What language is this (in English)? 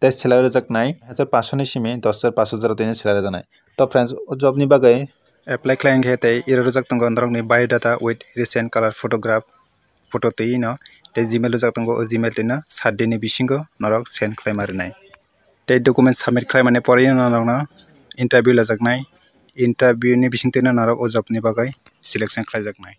Kok Borok